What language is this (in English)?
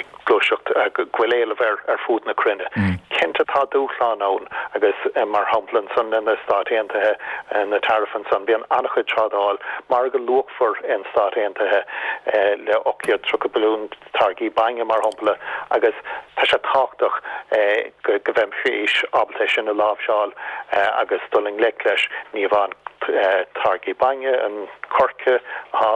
Irish